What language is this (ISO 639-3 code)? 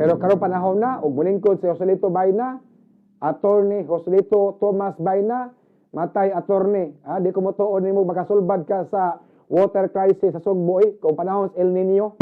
ceb